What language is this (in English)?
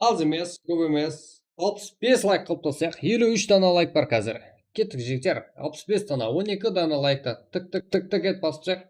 Kara-Kalpak